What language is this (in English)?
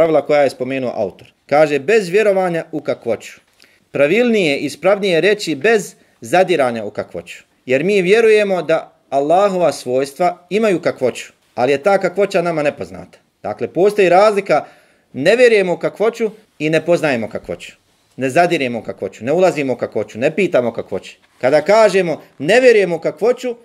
Bosnian